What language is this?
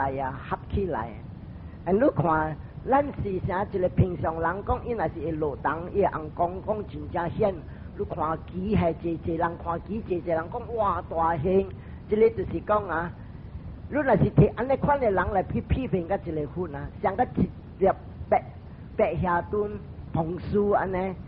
Min Nan Chinese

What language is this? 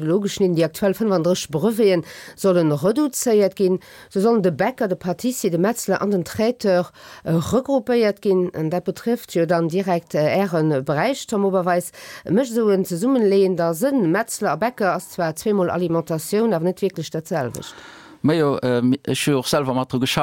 Luxembourgish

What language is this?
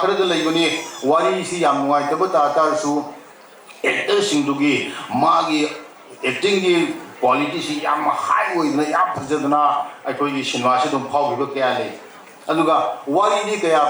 Manipuri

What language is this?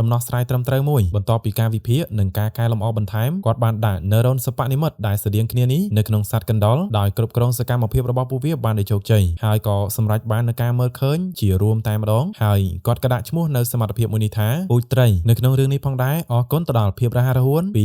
Khmer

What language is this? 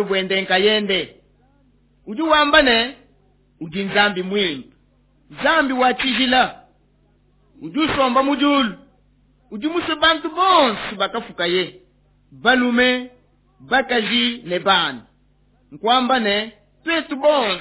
Luba-Lulua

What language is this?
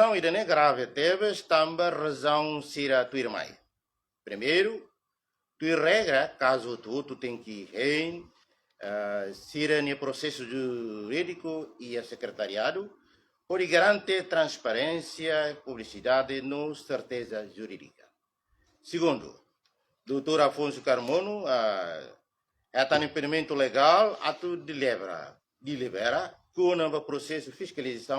Tetum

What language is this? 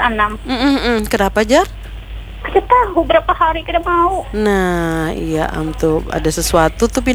Banjar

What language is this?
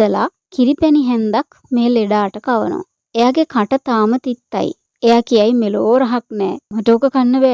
Sinhala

